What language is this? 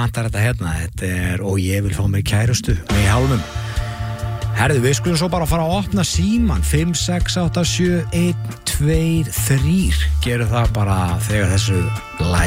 Icelandic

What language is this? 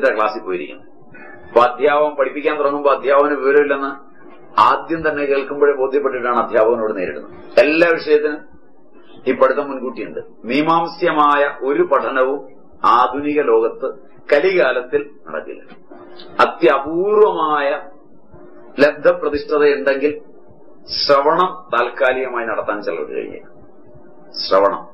Malayalam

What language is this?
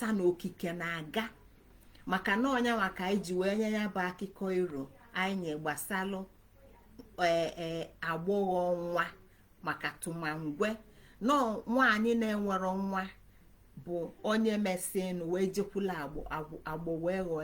Igbo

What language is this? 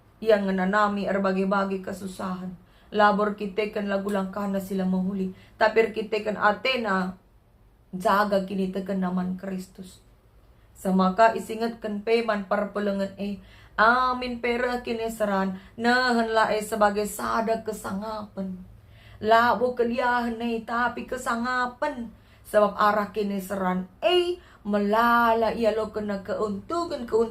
Batak Karo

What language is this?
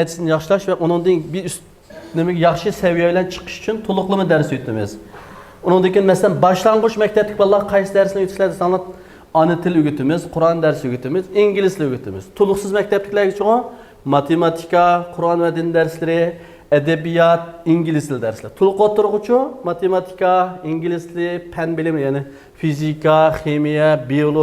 Uyghur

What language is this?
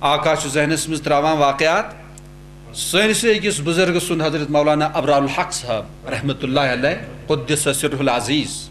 Kashmiri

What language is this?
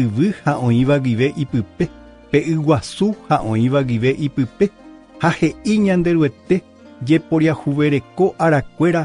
Guarani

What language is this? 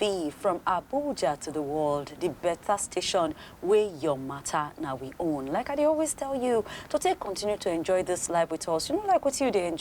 Nigerian Pidgin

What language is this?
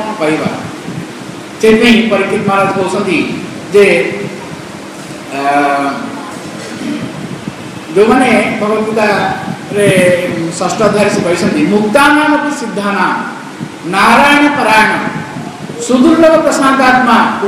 Odia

